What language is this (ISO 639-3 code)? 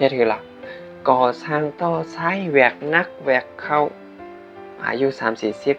shn